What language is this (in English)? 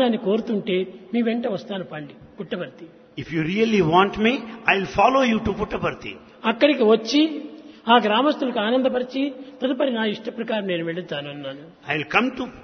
Telugu